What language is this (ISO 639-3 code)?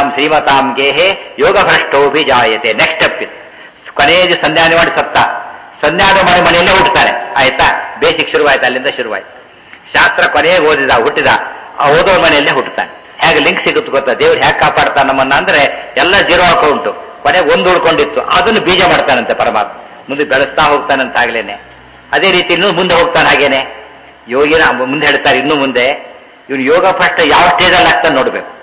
kan